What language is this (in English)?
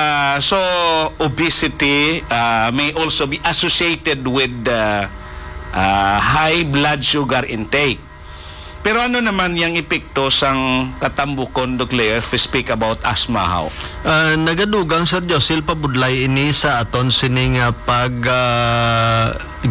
Hiligaynon